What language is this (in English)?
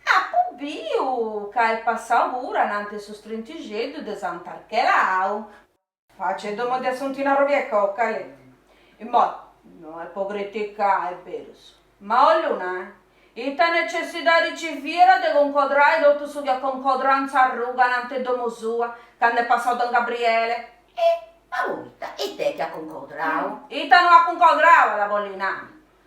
Sardinian